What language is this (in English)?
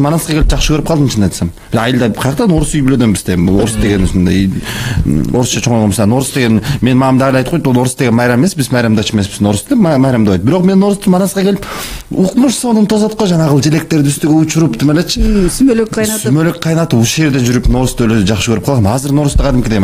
Kyrgyz